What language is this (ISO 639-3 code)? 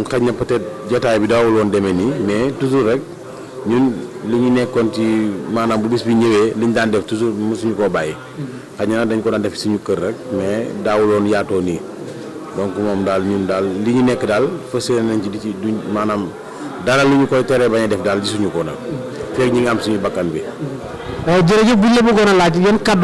wol